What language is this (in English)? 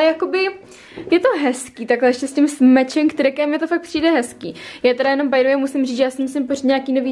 Czech